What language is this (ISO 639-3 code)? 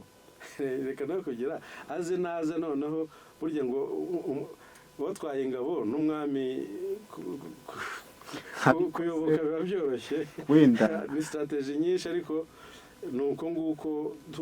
kin